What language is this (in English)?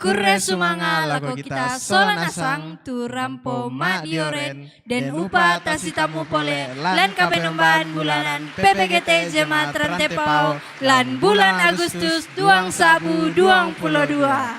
Toraja-Sa'dan